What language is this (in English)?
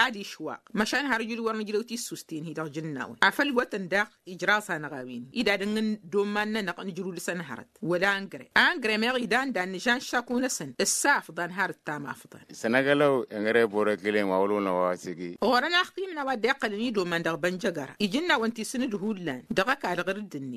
Tamasheq